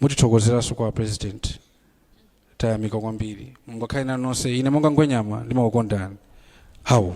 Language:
Nyanja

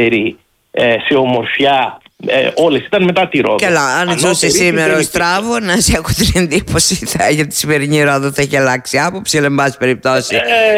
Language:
Greek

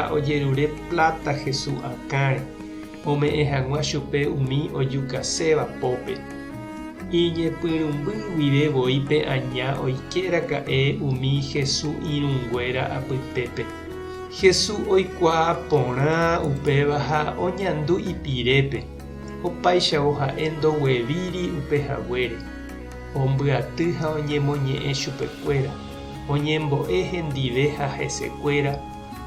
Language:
Guarani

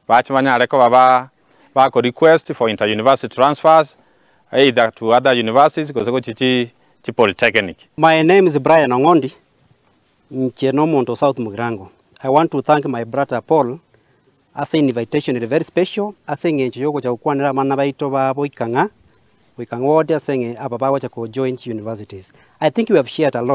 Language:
Gusii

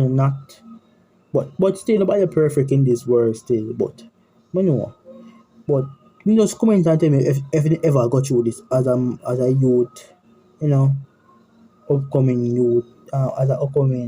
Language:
Jamaican Creole English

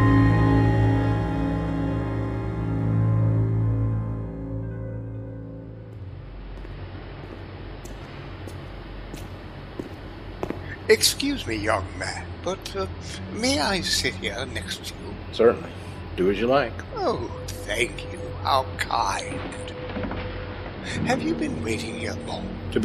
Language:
English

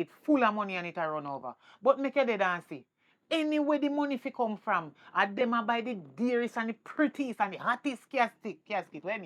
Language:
Jamaican Creole English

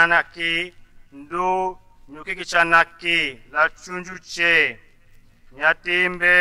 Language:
Tetela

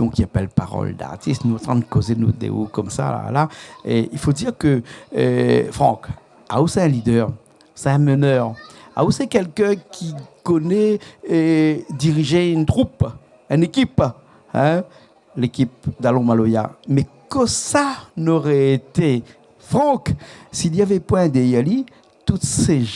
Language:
Réunion Creole French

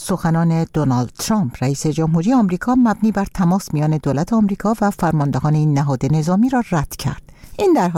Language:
Persian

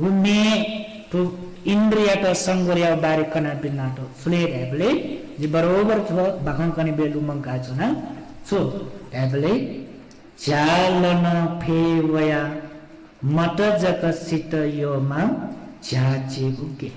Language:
Newari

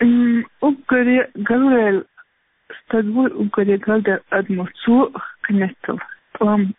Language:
Chechen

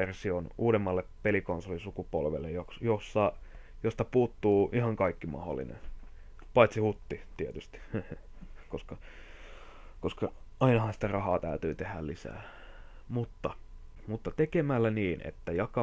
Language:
Finnish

